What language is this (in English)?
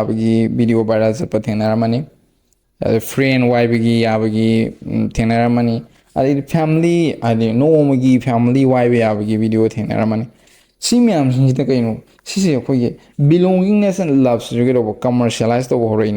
Manipuri